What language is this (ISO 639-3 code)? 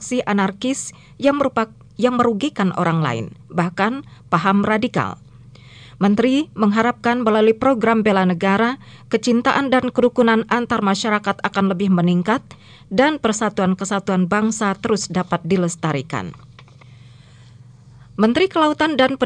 ind